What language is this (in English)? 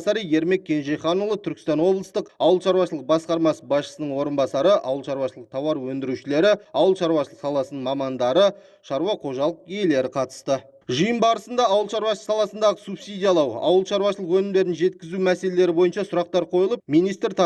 Kazakh